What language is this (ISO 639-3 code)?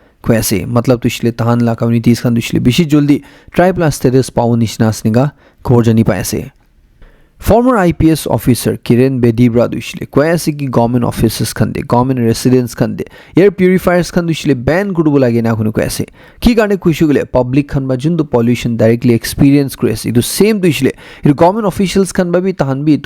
nag